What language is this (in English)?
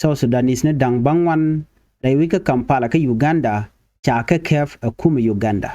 Nuer